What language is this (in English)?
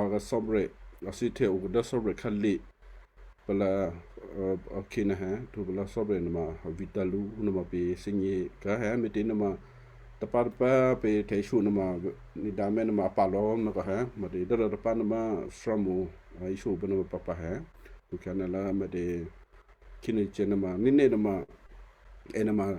Western Kayah